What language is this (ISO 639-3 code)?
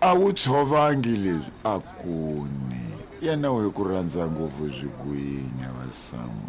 tso